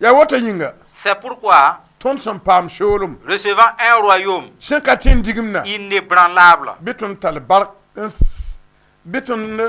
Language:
Mossi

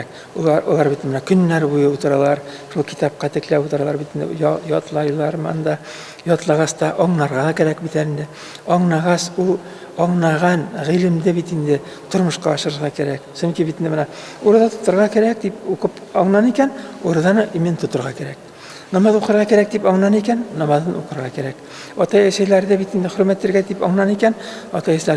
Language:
Bashkir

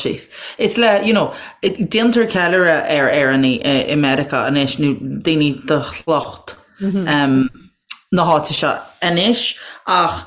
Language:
Irish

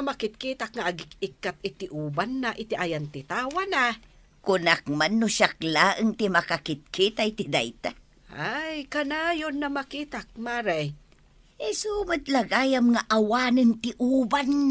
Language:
Iloko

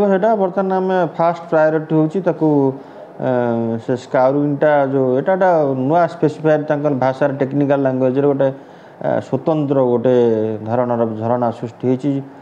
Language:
Odia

